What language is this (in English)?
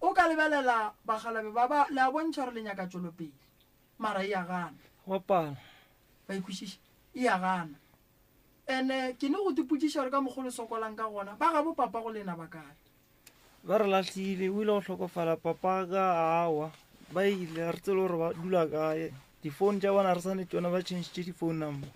Northern Sotho